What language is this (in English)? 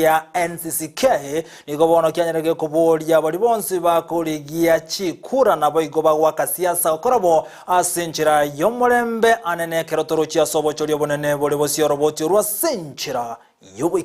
Gusii